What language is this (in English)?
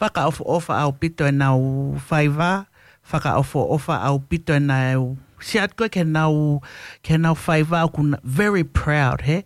Tongan